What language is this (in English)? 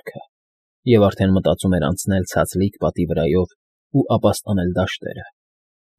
Armenian